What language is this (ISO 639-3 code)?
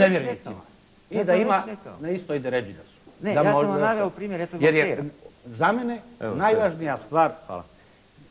bos